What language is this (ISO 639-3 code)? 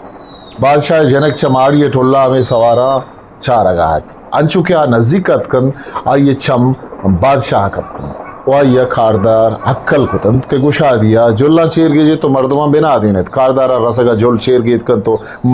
bgp